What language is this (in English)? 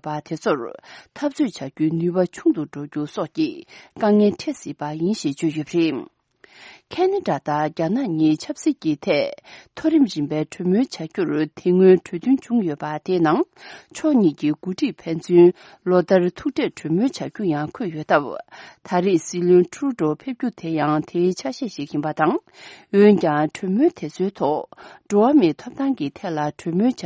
Tibetan